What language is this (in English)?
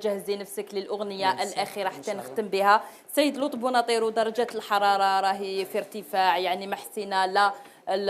Algerian Arabic